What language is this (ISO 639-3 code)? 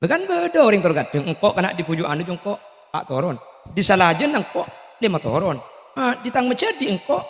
mad